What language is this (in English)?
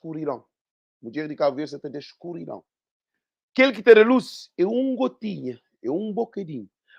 Kabuverdianu